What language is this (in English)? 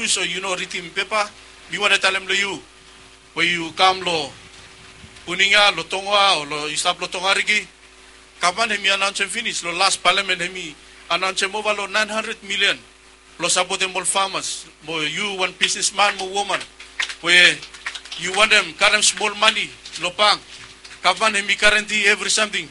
Bislama